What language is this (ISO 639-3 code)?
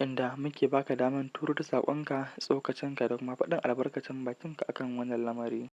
hau